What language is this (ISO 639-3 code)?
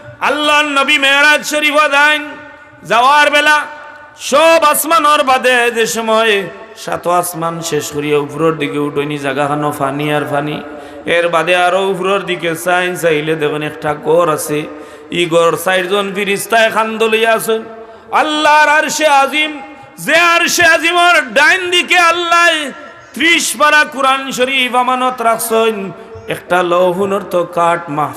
syl